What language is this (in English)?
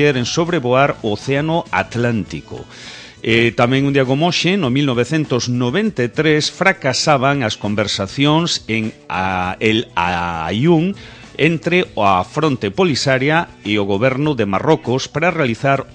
Galician